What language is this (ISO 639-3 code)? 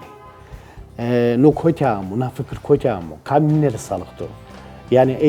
zza